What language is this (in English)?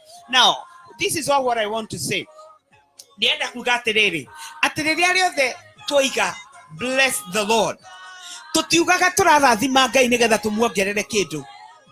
Kikuyu